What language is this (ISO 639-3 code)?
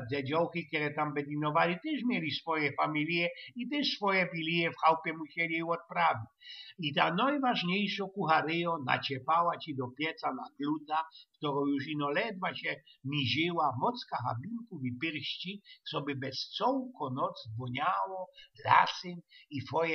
szl